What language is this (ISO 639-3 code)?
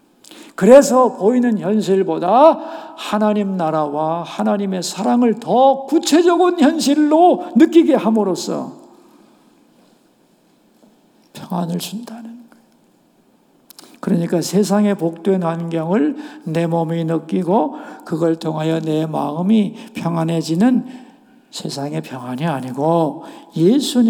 kor